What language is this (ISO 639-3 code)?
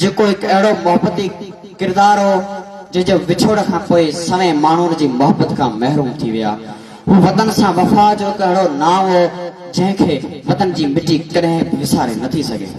snd